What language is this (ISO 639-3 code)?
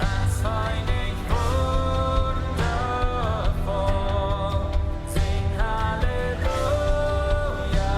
pdt